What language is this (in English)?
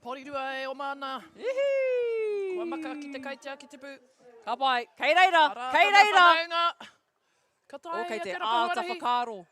Māori